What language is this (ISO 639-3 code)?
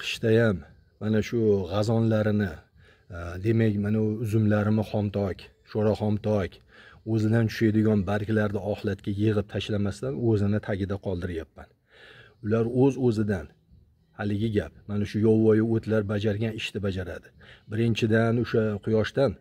uzb